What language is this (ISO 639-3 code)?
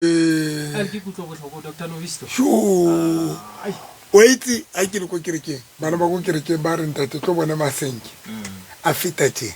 sot